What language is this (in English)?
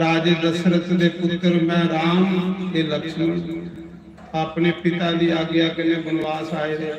Dogri